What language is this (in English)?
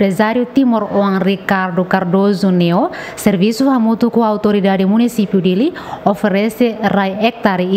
Tetum